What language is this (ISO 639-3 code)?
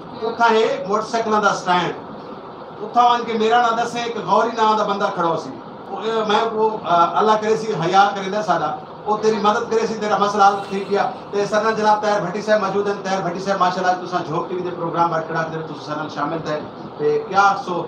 skr